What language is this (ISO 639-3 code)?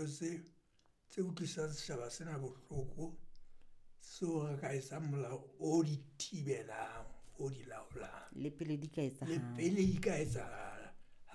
sot